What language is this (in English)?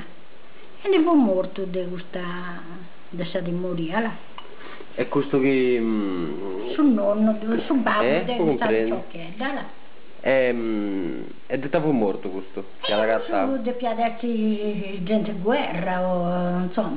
Sardinian